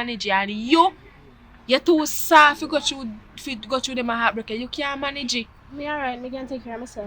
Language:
Jamaican Creole English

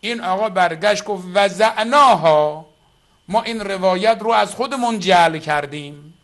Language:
Persian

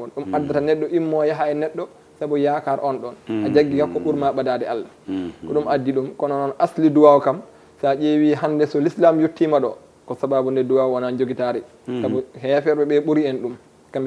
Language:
Fula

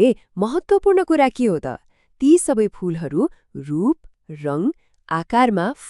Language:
Nepali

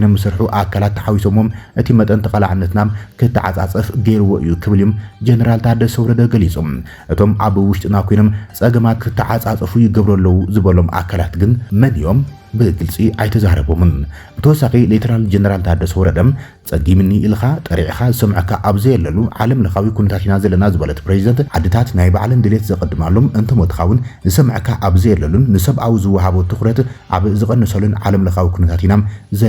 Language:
Tigrinya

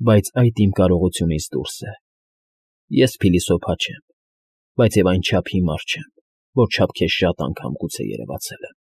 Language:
Armenian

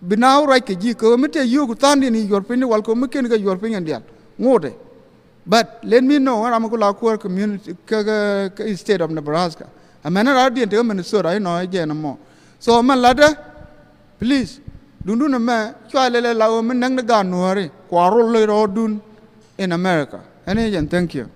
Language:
Nuer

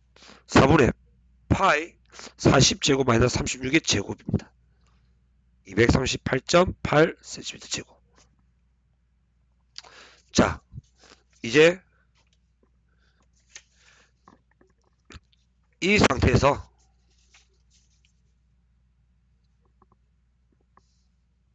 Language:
Korean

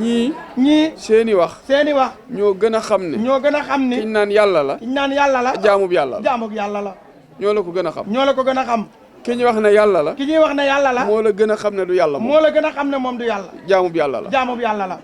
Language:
Wolof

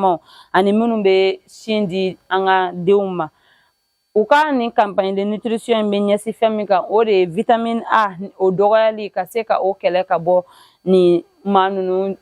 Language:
Bambara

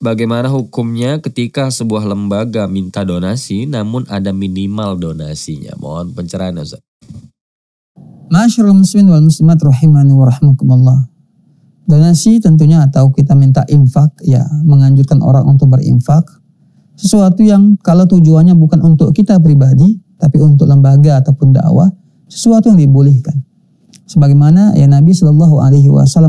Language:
Indonesian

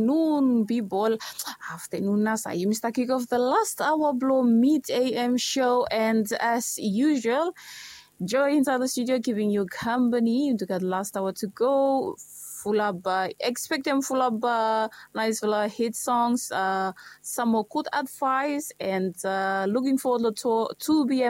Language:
Bislama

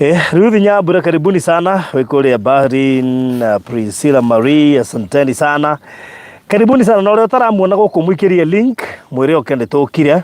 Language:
Kikuyu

